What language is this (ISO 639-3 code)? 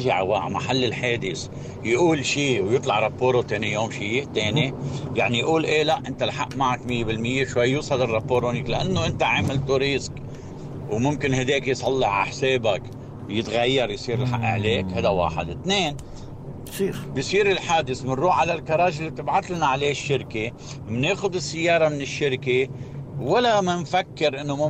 apc